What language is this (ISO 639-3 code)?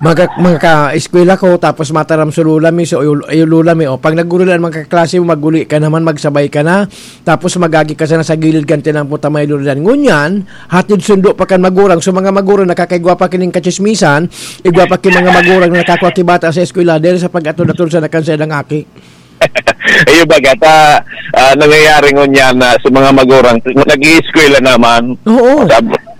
bik